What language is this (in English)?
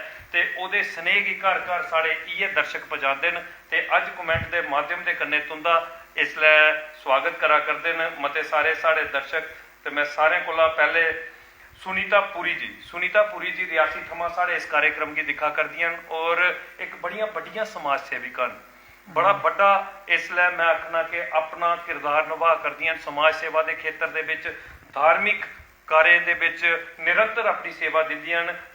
Dogri